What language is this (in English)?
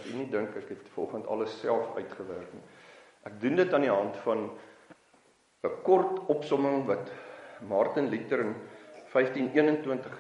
Afrikaans